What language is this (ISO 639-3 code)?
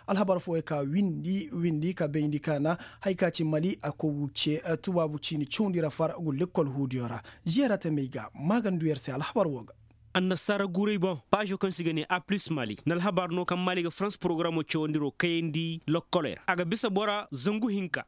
ses